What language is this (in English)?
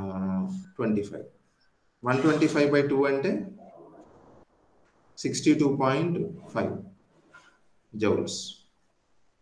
Telugu